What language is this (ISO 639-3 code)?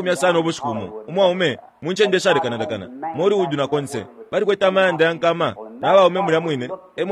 bem